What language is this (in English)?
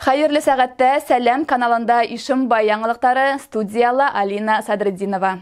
Bashkir